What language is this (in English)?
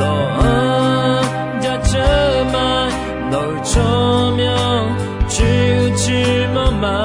Akha